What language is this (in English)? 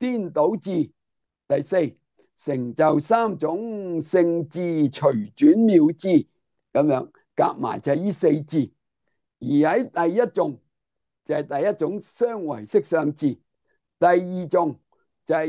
Cantonese